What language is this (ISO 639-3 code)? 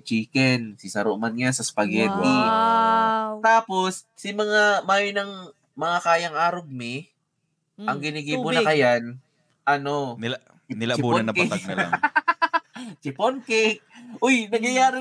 bik